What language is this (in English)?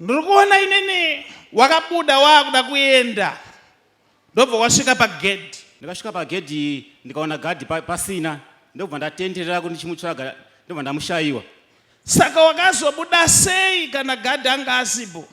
Shona